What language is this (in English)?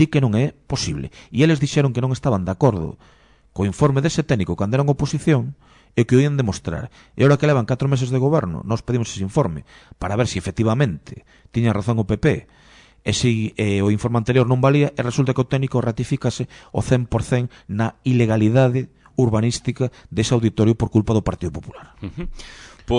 Galician